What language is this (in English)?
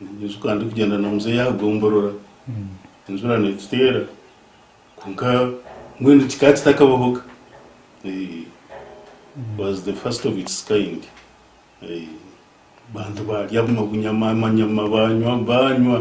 Nyankole